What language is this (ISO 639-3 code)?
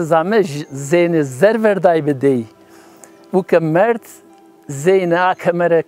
zza